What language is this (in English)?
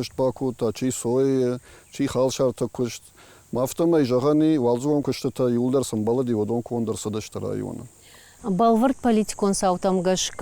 Ossetic